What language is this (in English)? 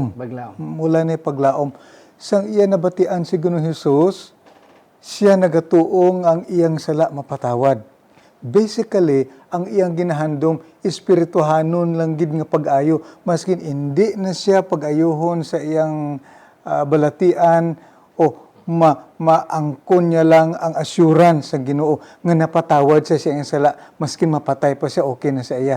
Hiligaynon